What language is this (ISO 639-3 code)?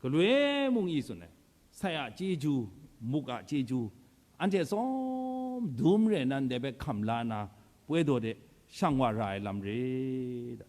kac